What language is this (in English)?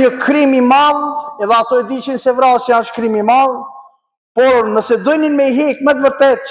Albanian